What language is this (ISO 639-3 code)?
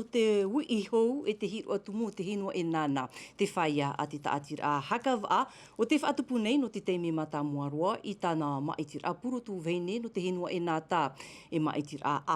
tah